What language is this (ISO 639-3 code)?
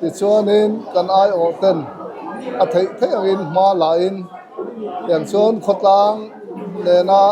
lus